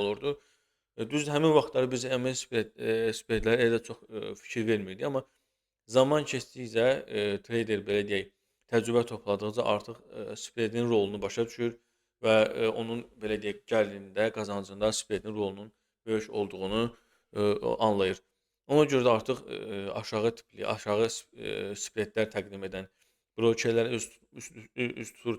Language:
Azerbaijani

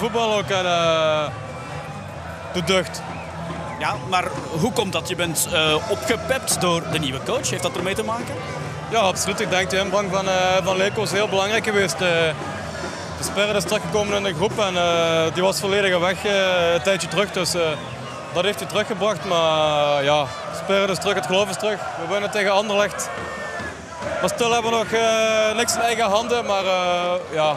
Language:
Dutch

